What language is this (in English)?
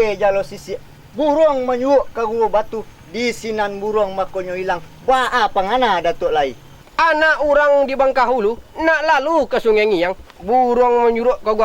Minangkabau